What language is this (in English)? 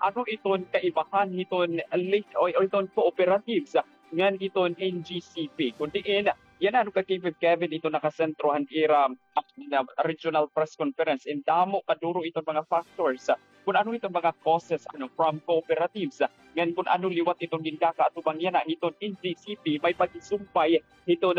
Waray